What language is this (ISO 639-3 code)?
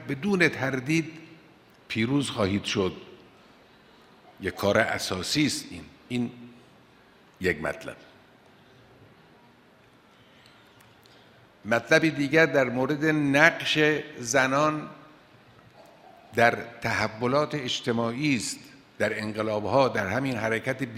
fas